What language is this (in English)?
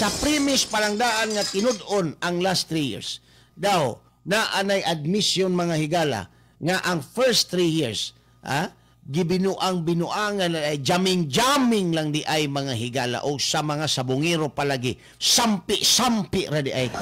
Cebuano